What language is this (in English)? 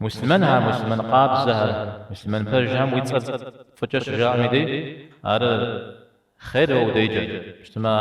Kabardian